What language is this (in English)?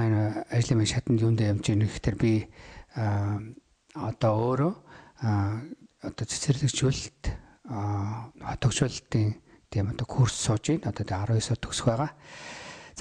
Mongolian